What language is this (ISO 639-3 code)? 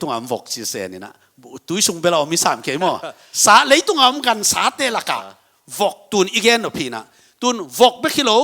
ctd